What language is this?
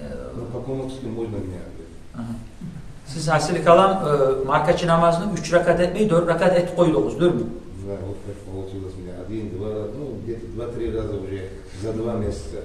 Kumyk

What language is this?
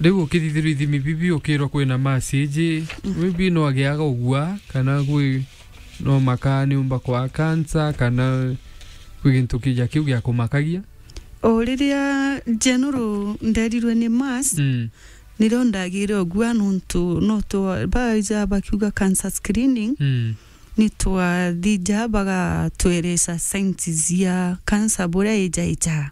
Meru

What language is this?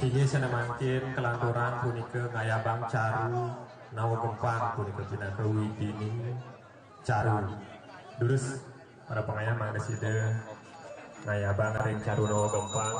Balinese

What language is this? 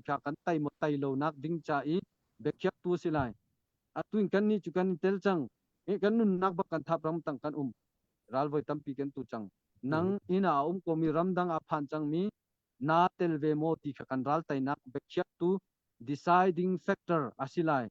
Hakha Chin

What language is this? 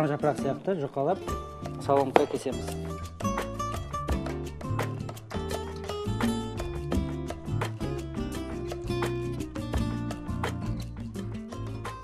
Kazakh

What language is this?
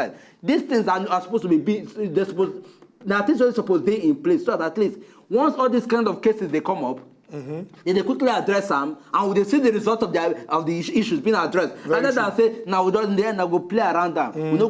Nigerian Pidgin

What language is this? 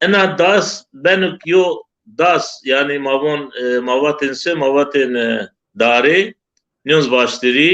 Zaza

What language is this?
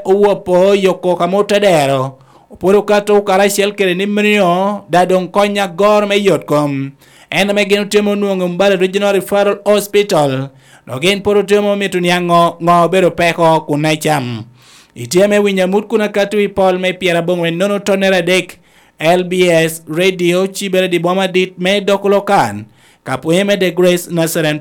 Lango (Uganda)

